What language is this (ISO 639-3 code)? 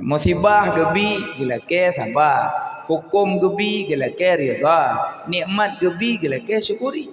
ace